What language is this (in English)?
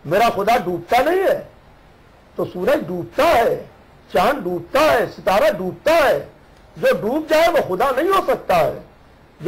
Hindi